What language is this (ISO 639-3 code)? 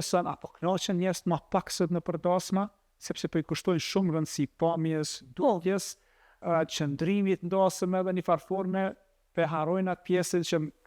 sqi